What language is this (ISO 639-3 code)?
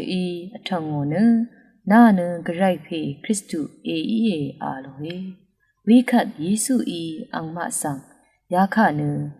raw